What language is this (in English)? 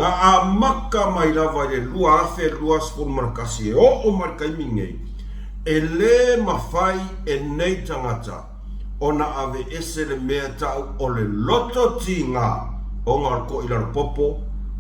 Samoan